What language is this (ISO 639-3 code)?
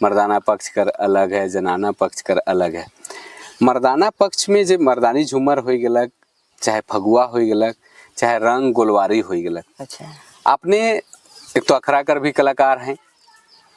sck